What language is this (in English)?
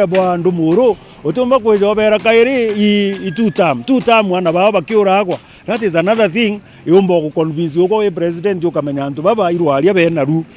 Meru